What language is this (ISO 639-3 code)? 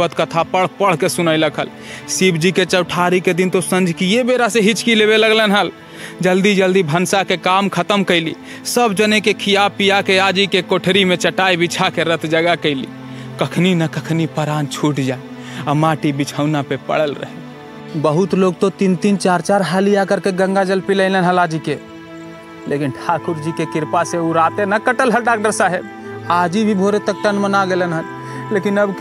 mag